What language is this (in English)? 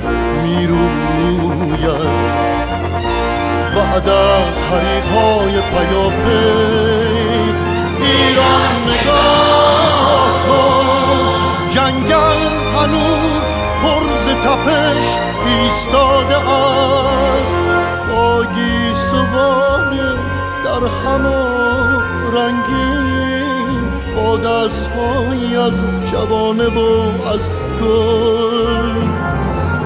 Persian